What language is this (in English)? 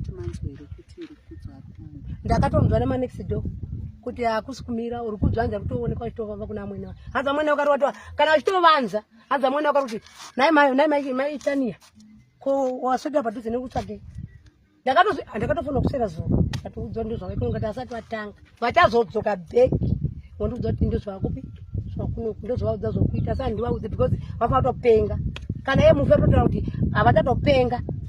Shona